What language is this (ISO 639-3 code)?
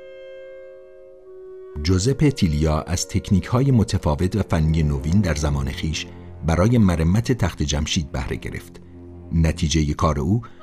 fas